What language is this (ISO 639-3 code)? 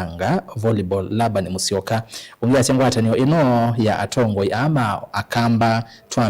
kam